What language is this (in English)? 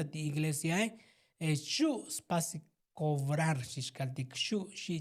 Tzotzil